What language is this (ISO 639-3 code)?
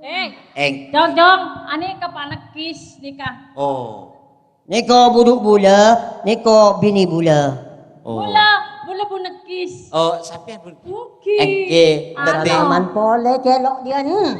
mad